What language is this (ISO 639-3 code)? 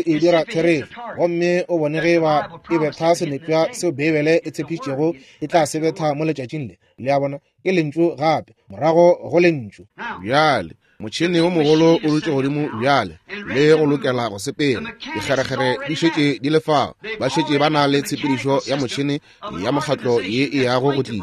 nso